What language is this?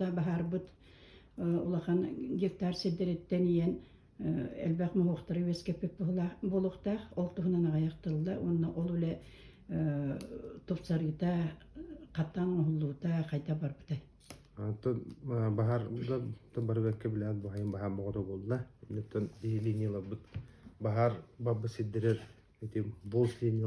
Yakut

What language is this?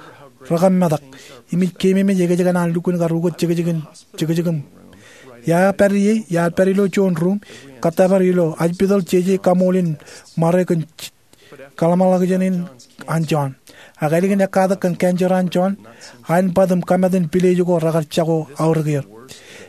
Marshallese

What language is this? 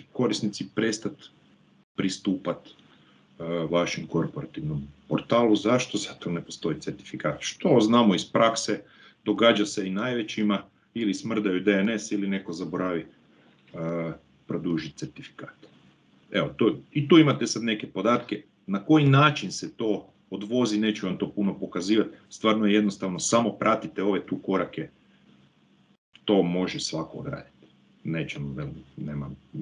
Croatian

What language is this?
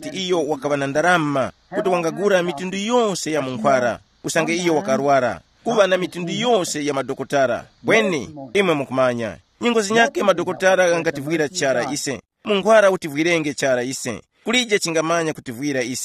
Tumbuka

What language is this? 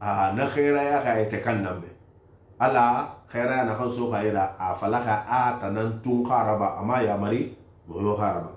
Susu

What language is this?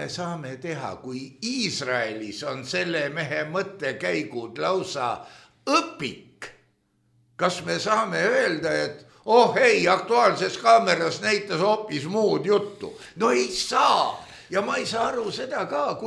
Estonian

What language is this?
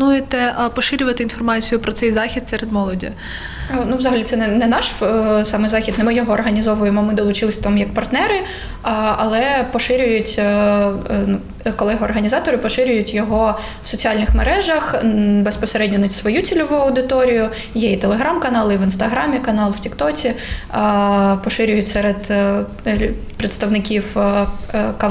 Ukrainian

